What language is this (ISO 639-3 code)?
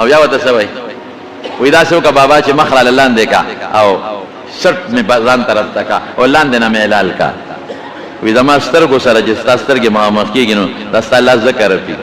pus